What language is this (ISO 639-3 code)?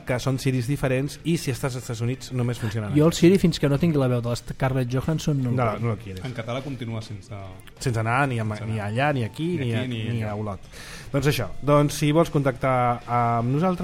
cat